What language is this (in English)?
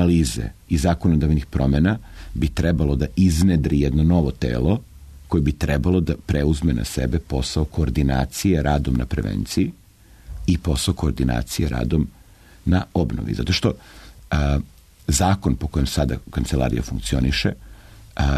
Serbian